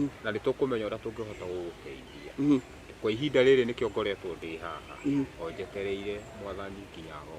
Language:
Kikuyu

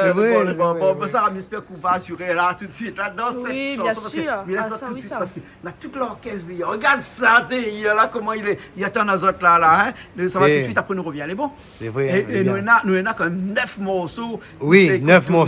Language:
Réunion Creole French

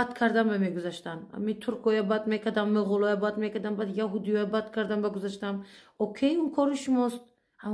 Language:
Tajik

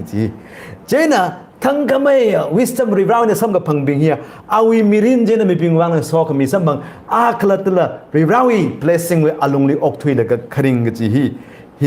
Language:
Tangkhul Naga (India)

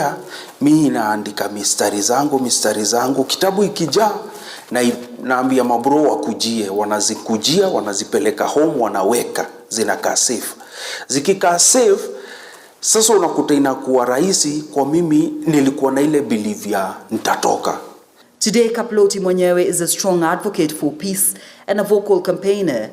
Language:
Swahili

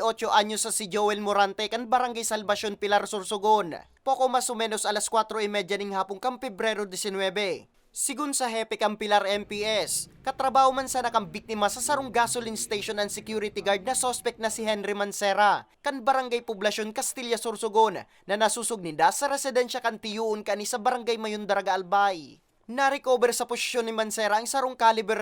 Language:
Bikol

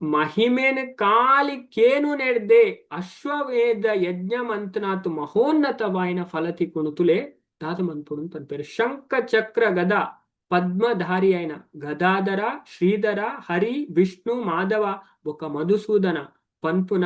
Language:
Tulu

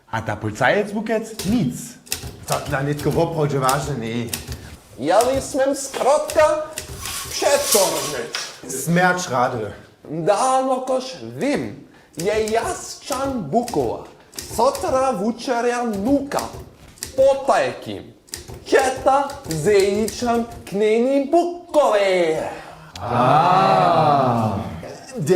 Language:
Upper Sorbian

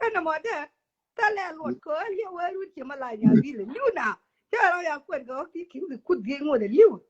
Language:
Nuer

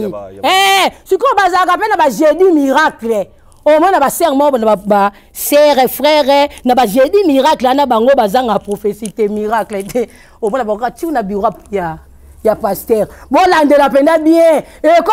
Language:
Lingala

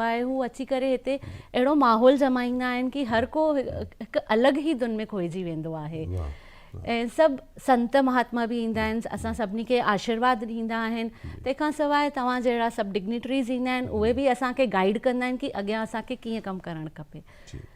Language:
Sindhi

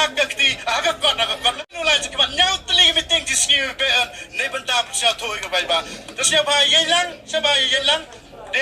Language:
Khasi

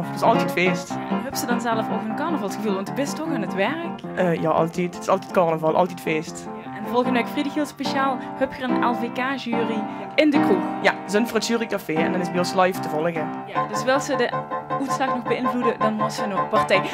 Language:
Limburgish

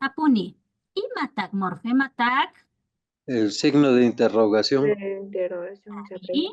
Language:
Imbabura Highland Quichua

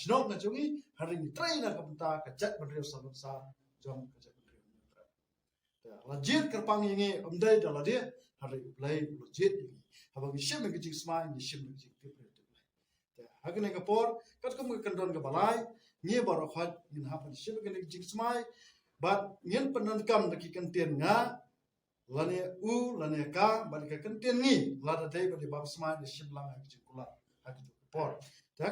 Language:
Khasi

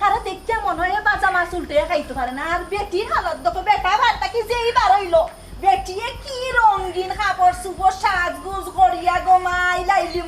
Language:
Sylheti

